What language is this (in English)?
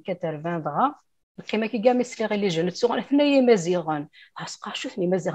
Kabyle